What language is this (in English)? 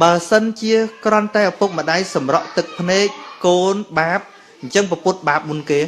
Khmer